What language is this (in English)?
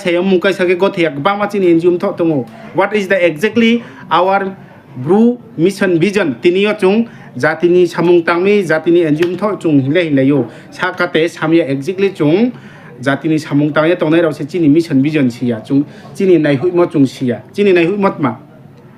Riang (India)